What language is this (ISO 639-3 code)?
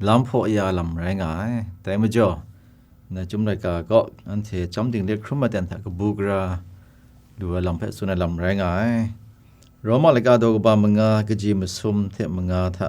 kac